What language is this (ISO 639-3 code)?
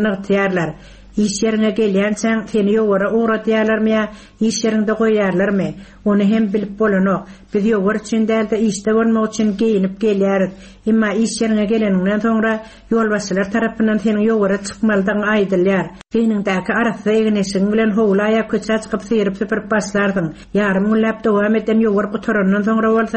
tuk